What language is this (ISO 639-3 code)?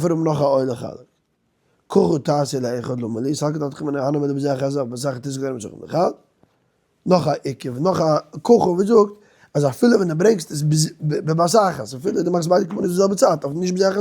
yid